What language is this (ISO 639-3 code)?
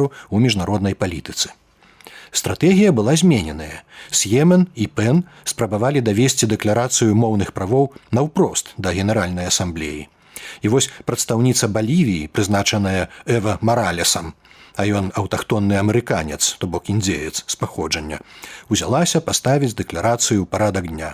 bel